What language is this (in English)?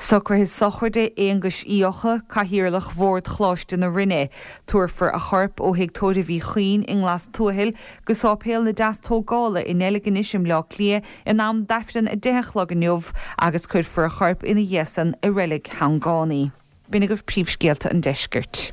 Irish